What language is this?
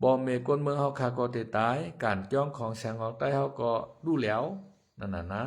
Shan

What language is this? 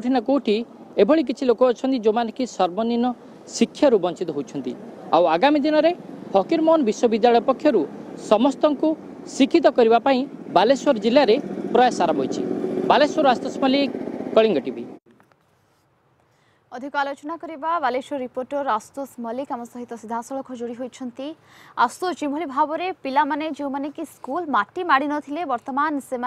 Odia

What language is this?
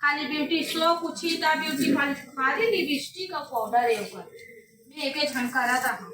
Chhattisgarhi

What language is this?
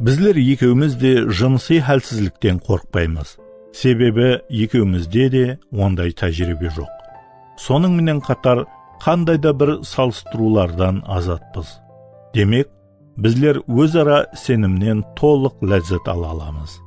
Kara-Kalpak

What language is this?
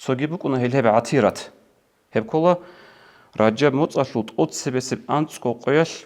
Avaric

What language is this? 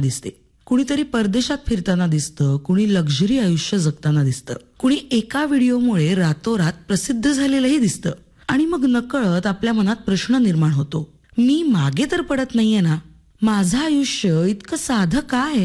Marathi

